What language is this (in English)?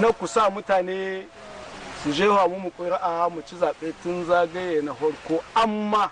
Hausa